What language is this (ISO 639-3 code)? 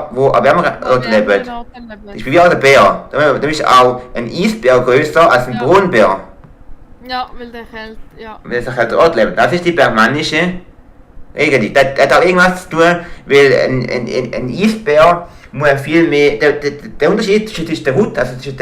gsw